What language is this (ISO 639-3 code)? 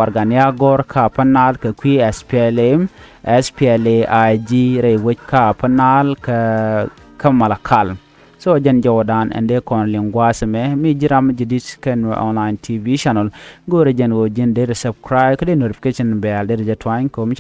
nus